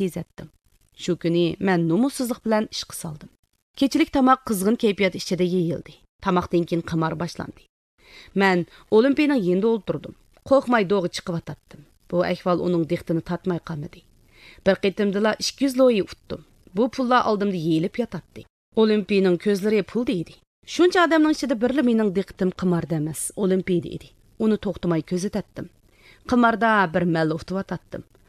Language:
Uyghur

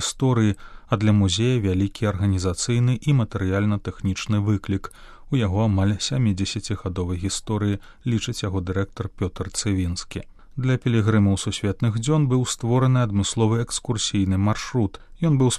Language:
Belarusian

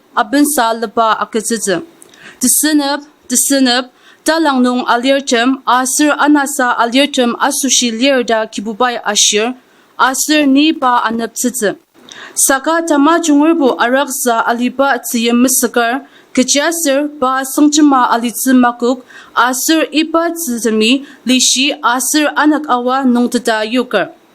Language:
Ao Naga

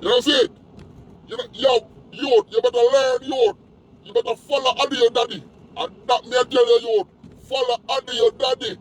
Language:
Jamaican Creole English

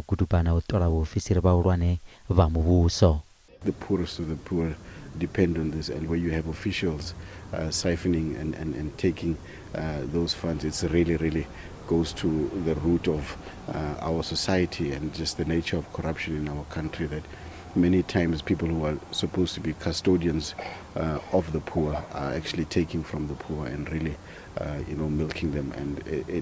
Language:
Venda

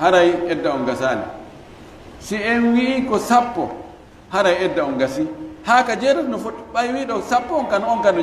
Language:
Fula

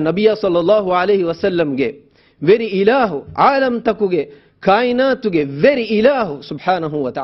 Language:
Divehi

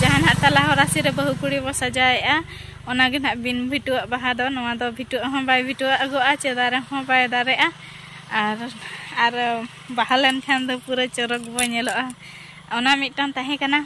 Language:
Santali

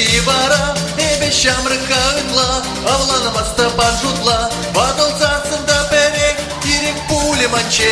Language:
Chuvash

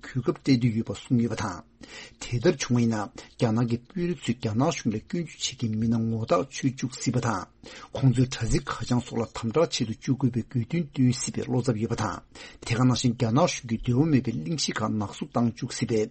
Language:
Tibetan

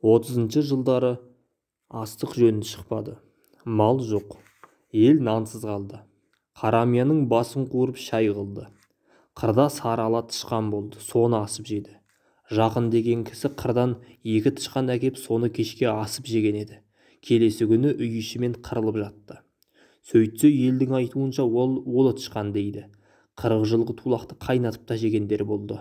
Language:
Kazakh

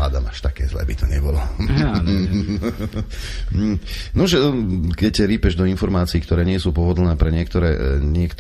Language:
Slovak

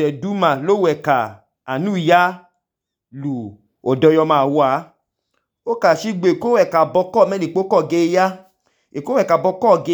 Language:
Idoma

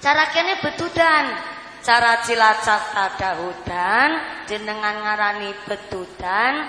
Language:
Javanese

